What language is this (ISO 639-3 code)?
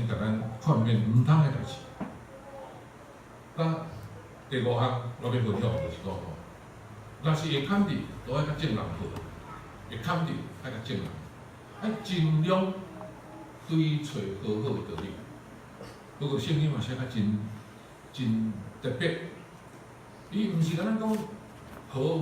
nan